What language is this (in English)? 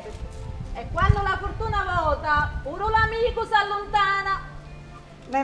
Sicilian